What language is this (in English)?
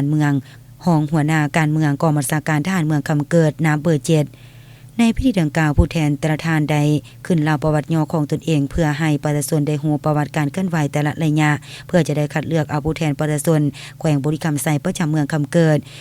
Lao